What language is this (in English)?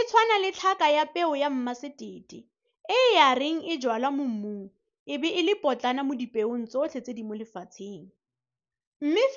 Tswana